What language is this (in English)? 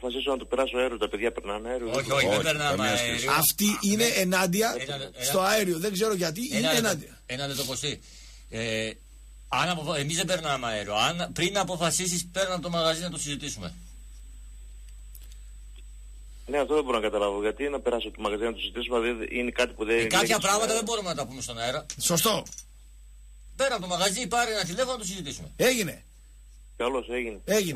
Greek